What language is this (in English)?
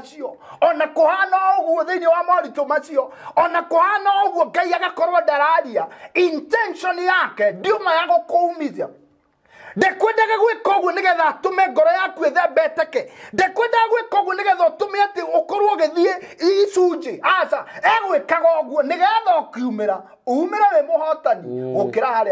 Kikuyu